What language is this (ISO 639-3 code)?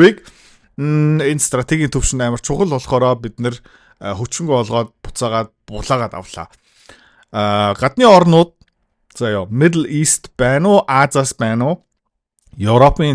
mon